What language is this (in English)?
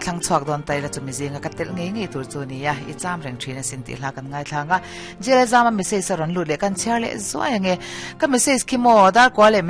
Mizo